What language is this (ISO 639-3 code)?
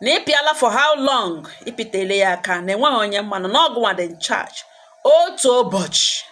ibo